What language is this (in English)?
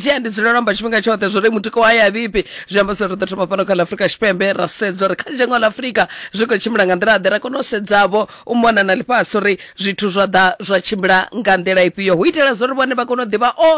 Venda